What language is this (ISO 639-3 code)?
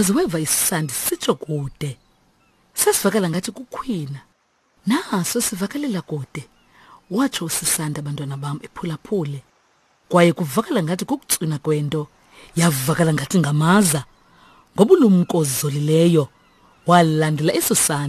xho